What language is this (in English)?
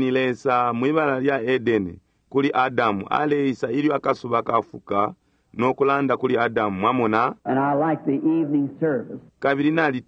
Bemba